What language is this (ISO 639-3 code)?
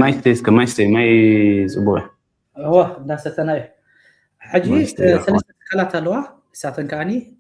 tir